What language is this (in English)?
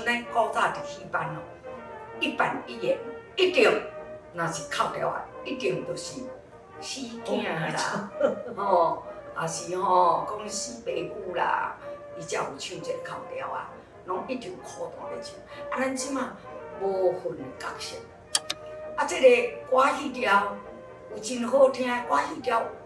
Min Nan Chinese